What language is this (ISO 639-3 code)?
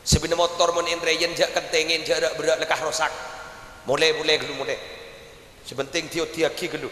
mad